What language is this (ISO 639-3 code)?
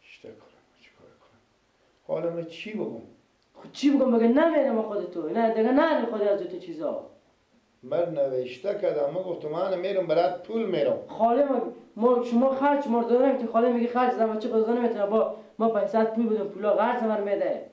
fas